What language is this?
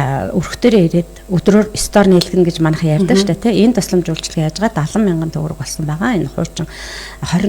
Mongolian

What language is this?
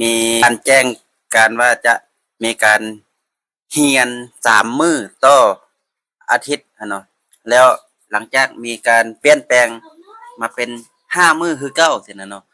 Lao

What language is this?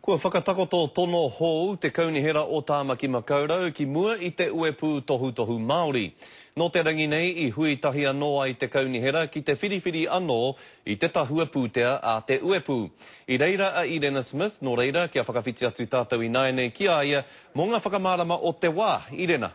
Māori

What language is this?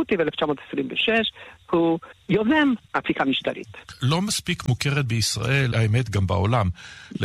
Hebrew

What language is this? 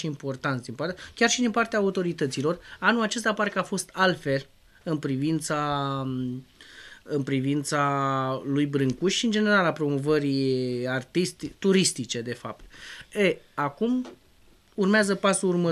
Romanian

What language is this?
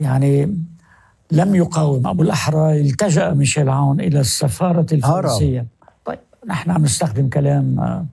North Levantine Arabic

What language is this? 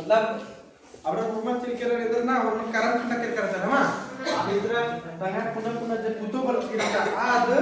Kurukh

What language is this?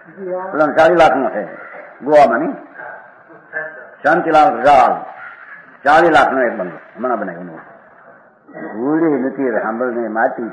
Gujarati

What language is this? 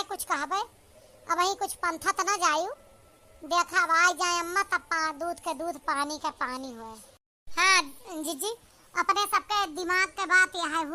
Awadhi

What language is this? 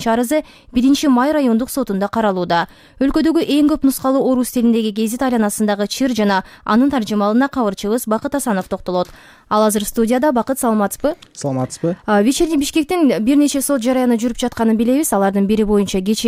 Kyrgyz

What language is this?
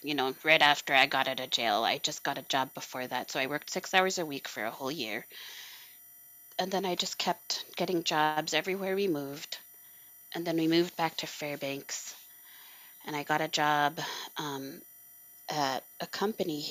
English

